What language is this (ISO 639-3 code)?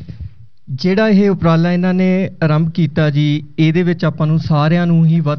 pan